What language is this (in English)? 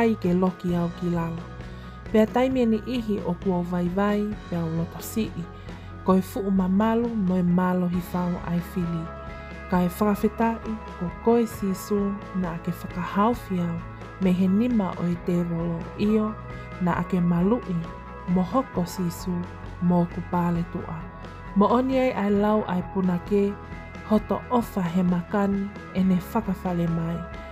Tongan